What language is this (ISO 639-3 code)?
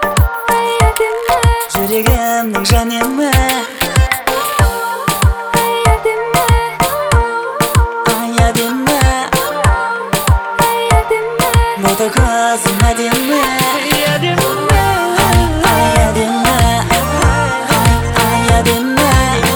kaz